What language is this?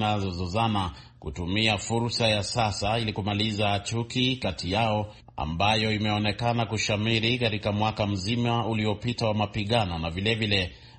Swahili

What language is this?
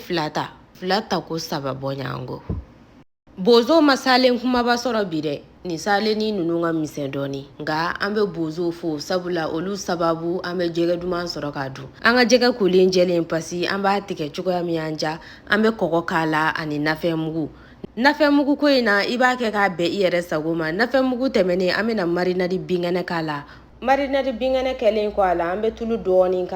Bambara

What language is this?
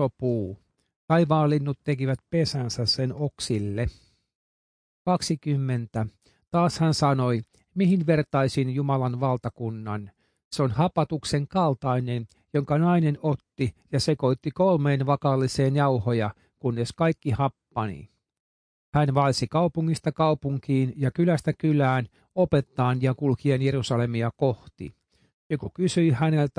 Finnish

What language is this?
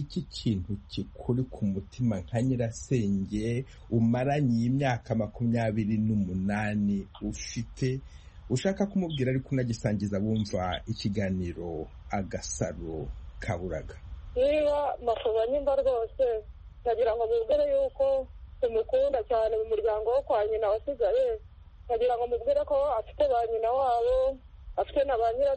Kinyarwanda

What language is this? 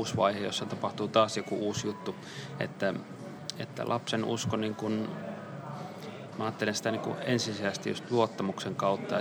Finnish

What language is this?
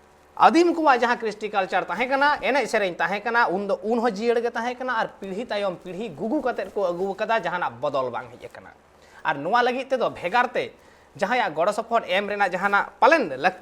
Santali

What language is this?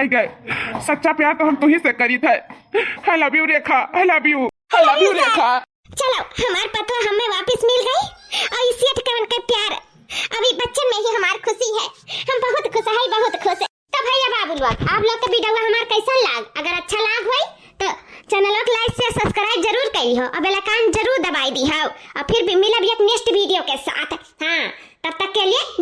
Awadhi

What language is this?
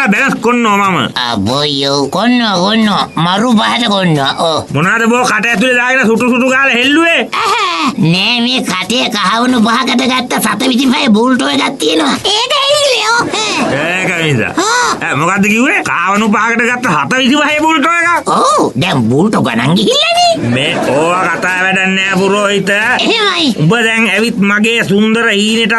Sinhala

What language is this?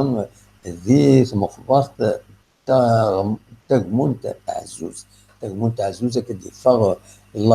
Kabyle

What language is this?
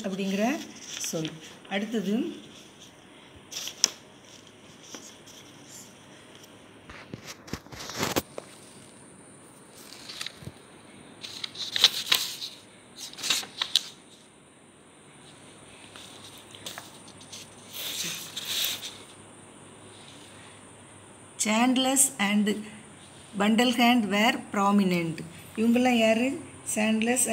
Tamil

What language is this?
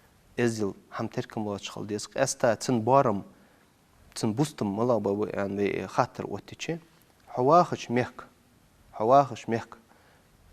Ingush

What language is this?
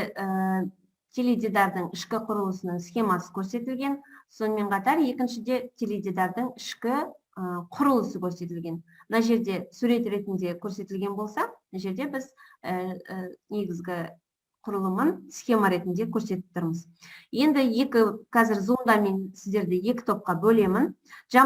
Kazakh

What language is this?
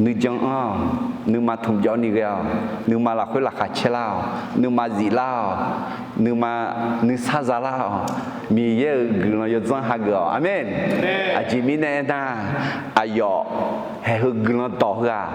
Akha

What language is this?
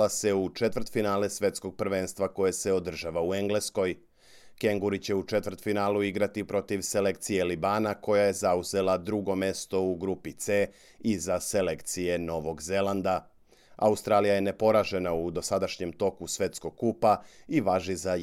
Serbian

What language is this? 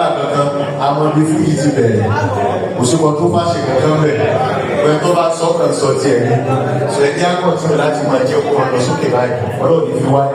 Yoruba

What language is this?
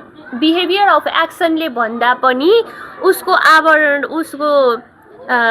Nepali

